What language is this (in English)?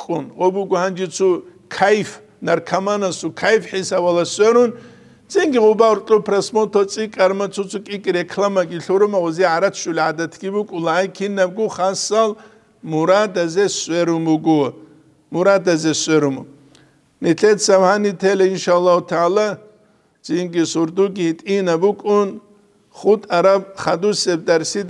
Avaric